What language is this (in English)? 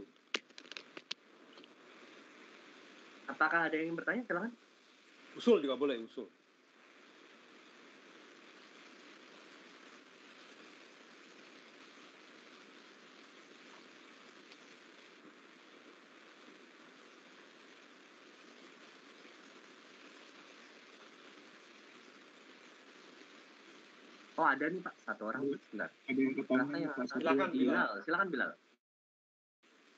Indonesian